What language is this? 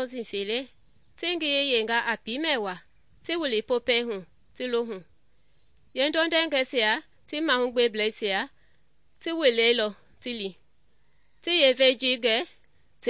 Mende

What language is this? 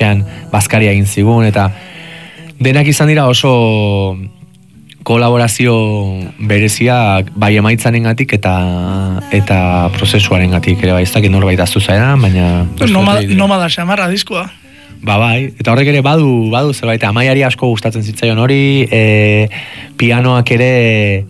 Basque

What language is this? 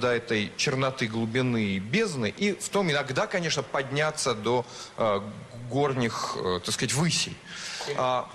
Russian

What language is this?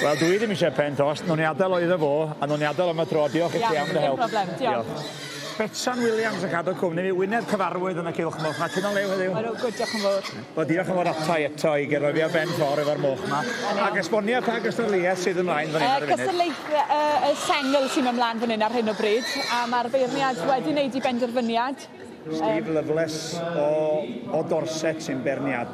Welsh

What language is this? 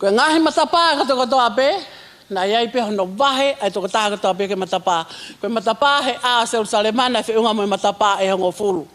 Tongan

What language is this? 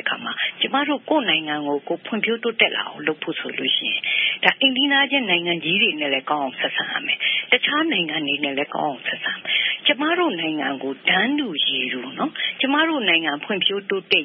Burmese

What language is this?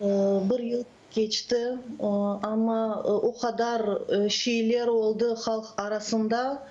Crimean Tatar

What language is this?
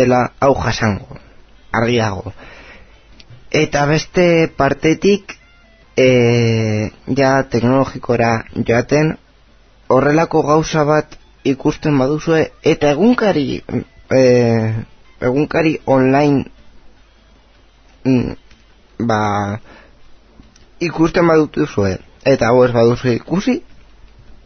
Basque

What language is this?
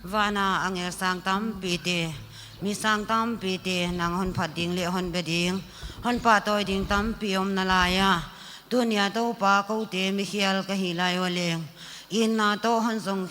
Paite Chin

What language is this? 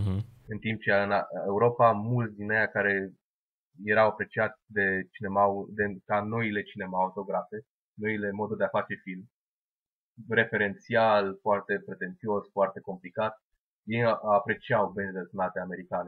Romanian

